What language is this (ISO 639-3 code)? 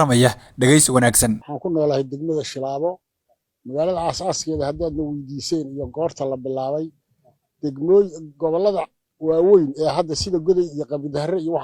som